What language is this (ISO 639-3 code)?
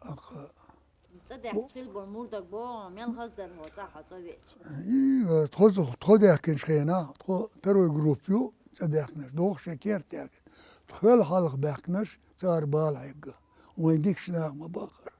che